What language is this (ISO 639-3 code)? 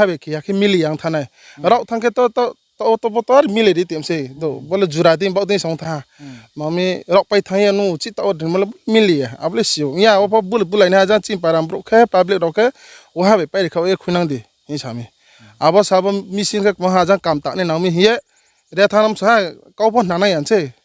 ria